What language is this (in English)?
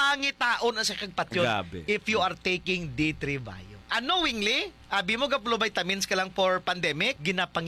Hiligaynon